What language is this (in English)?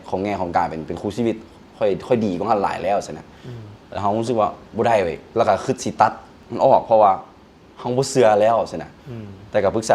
Lao